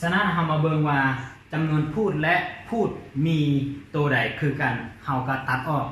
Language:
Lao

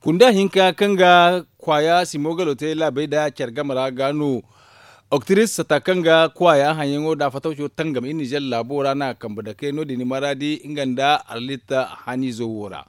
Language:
Zarma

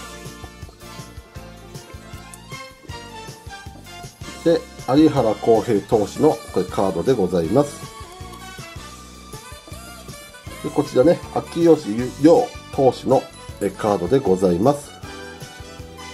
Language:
Japanese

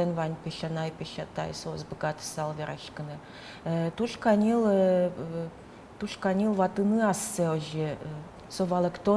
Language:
Udmurt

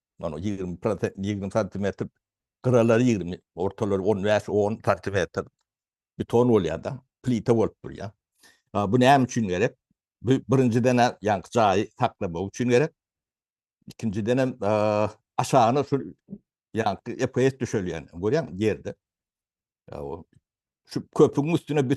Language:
Turkmen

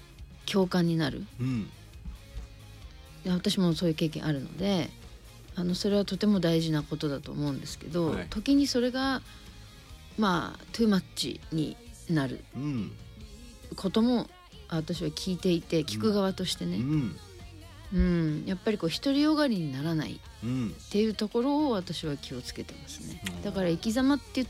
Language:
Japanese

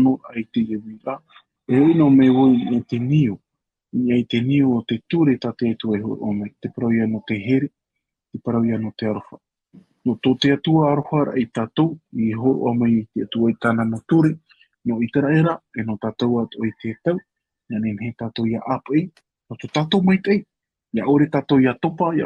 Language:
Tahitian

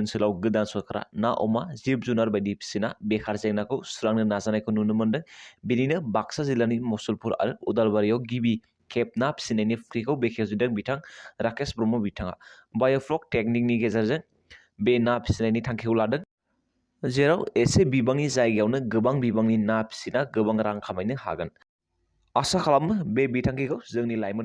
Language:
Bodo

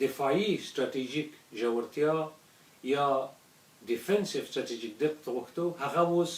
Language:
Pashto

